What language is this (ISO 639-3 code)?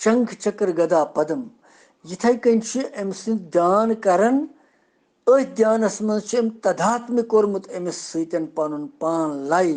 kas